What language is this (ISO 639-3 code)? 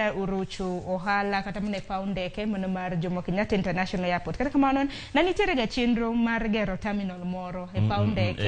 luo